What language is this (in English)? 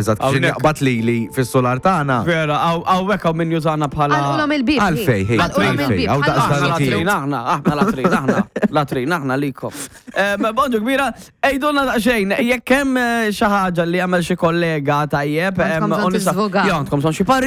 Maltese